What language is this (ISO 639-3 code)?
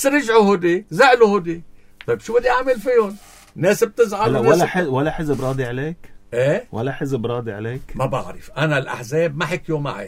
apc